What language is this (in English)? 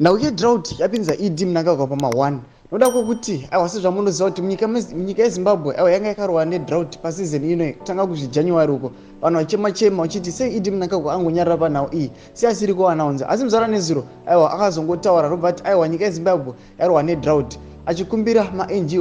Shona